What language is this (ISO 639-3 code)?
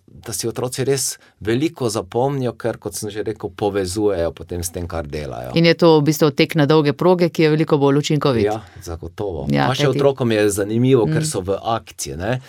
slv